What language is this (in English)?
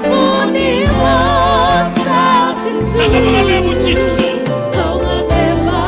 Fijian